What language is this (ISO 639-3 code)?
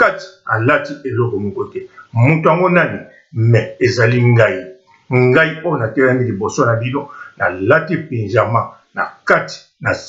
lin